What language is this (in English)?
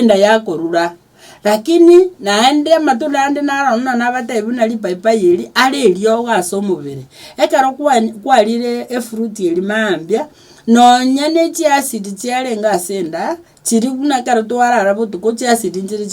Gusii